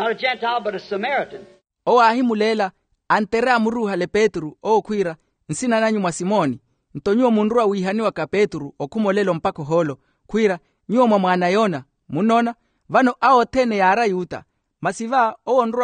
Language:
Makhuwa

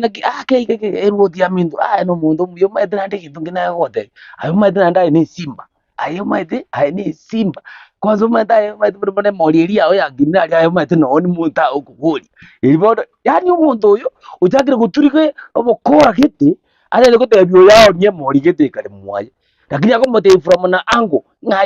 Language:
Gusii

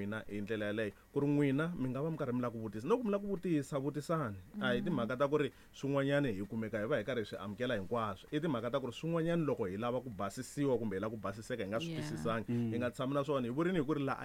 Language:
Tsonga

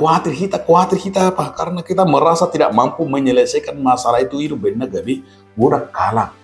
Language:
Batak Toba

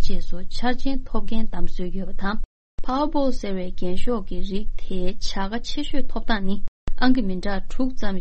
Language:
Tibetan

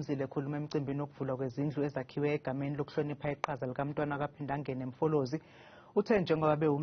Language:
Zulu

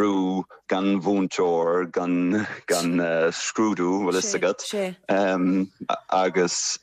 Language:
Irish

